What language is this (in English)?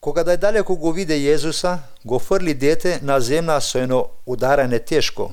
Macedonian